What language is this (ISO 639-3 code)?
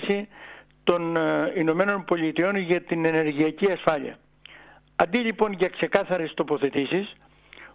ell